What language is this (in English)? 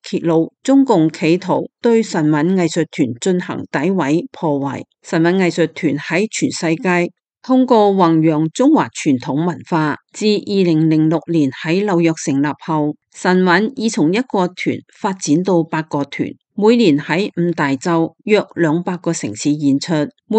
Cantonese